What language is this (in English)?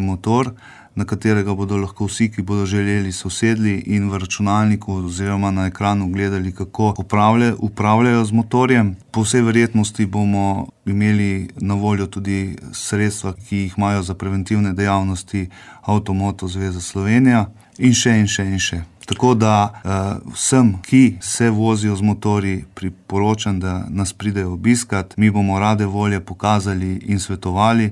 Slovenian